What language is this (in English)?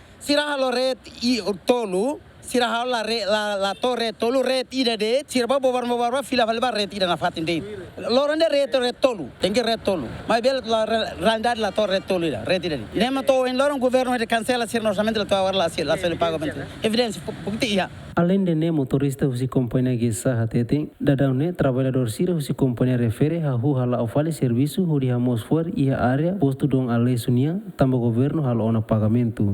Tetum